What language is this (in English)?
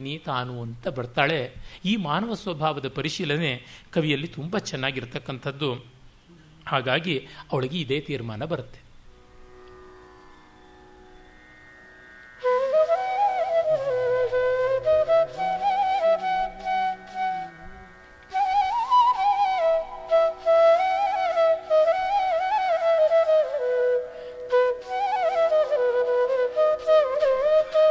Kannada